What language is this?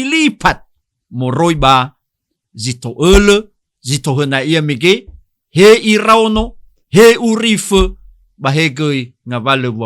Nias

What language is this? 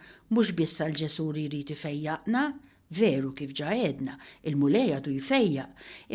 Maltese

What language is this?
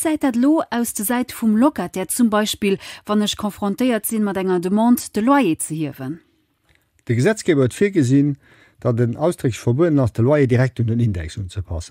Luxembourgish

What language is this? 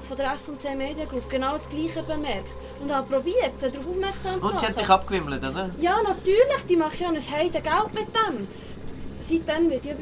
Swiss German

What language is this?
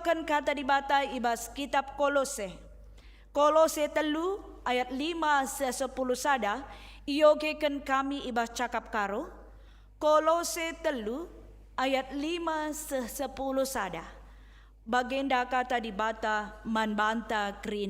Batak Karo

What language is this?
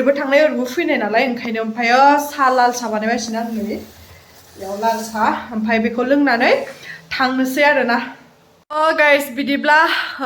Bodo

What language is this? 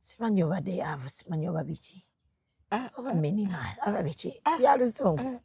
Ganda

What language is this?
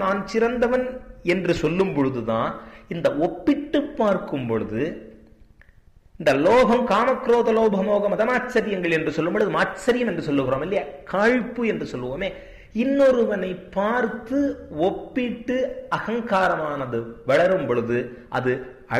Tamil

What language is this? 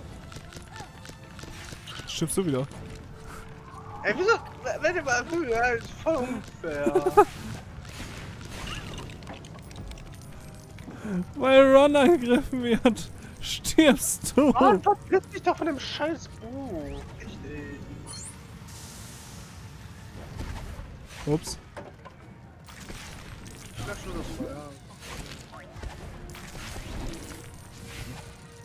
German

